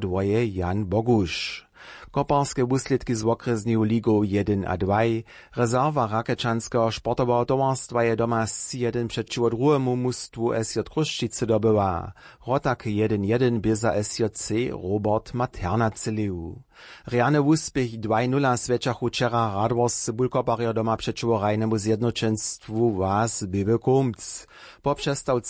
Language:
Upper Sorbian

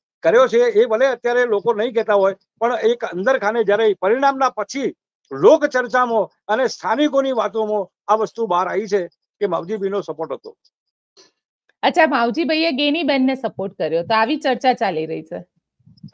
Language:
Gujarati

